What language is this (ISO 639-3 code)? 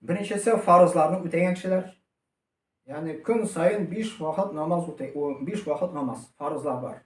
tat